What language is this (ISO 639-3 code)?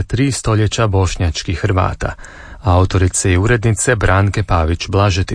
hrv